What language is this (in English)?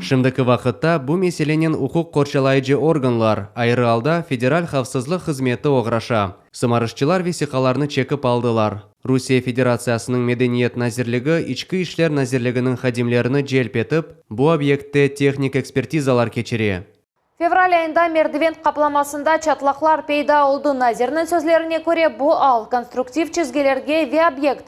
Crimean Tatar